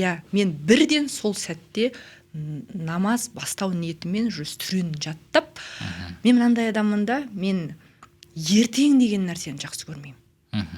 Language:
Kazakh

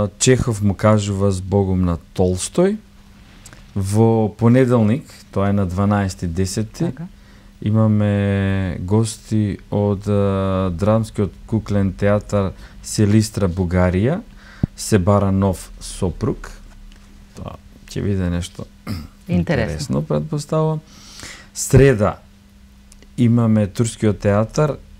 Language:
Macedonian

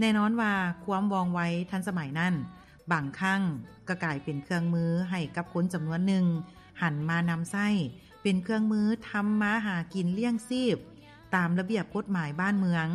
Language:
Lao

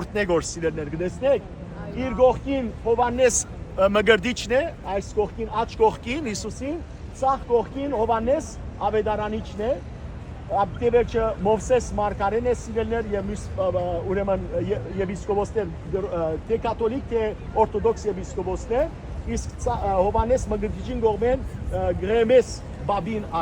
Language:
Western Armenian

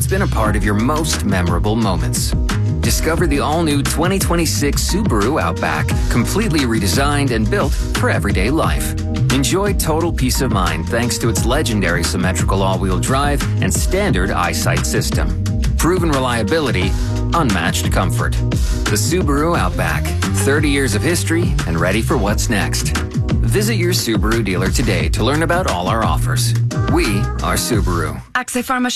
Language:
English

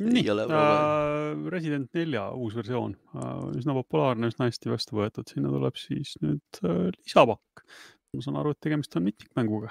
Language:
Estonian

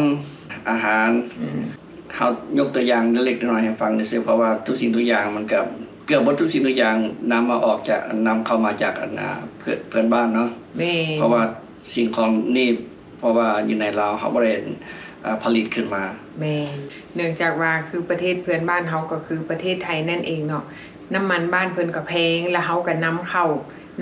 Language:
Lao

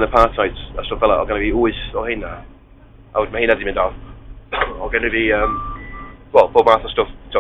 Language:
Welsh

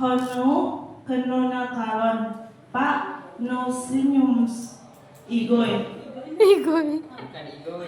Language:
Achinese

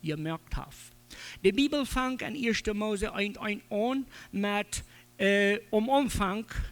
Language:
Plautdietsch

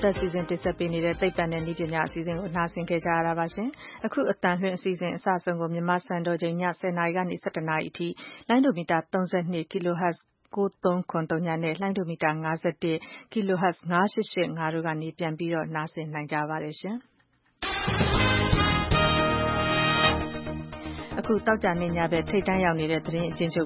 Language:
Burmese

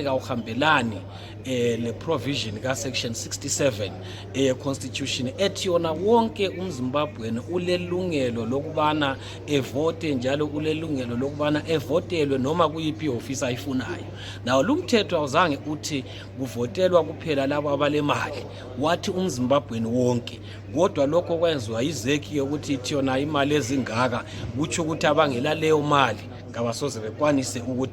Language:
North Ndebele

